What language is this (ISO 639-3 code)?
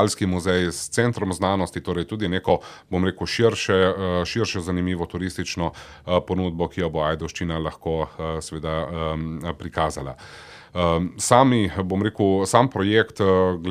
slv